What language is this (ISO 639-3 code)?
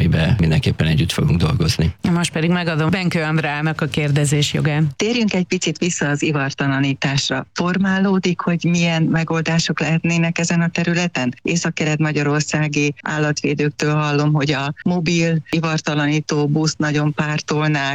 hun